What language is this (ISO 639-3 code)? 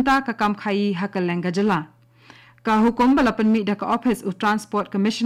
kha